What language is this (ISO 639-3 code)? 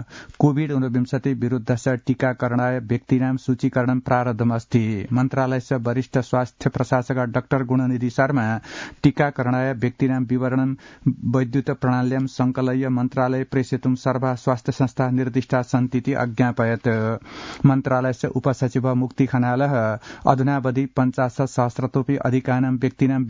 san